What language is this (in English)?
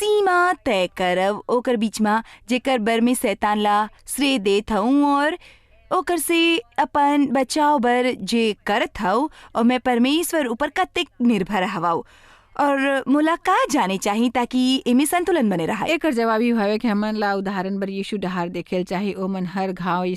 Chhattisgarhi